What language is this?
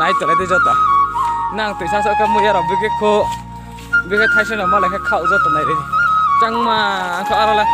Riang (India)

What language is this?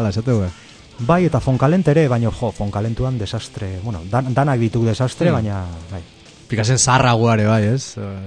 Basque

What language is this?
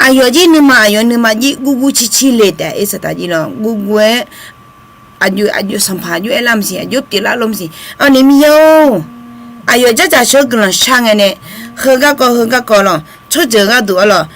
Akha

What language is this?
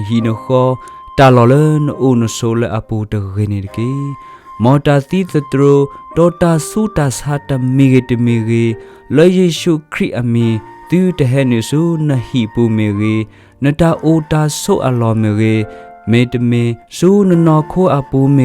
S'gaw Karen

